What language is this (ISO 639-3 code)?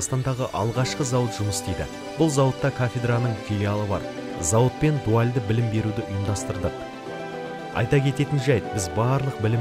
kaz